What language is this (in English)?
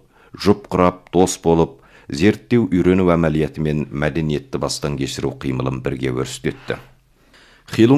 Kazakh